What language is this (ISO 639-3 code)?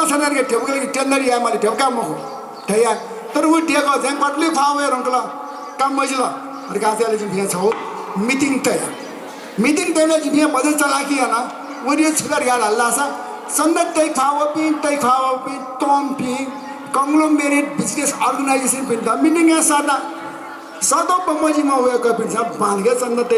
new